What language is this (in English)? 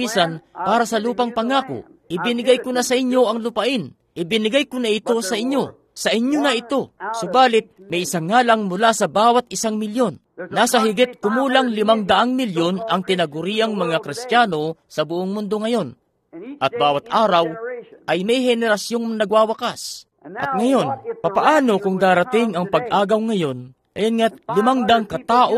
Filipino